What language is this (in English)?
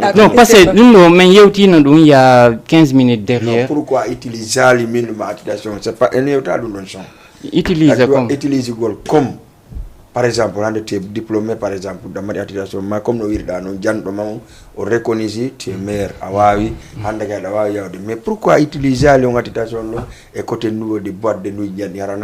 Fula